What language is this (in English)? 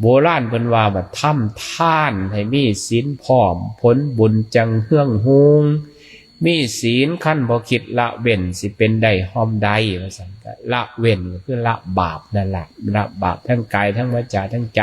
Northeastern Thai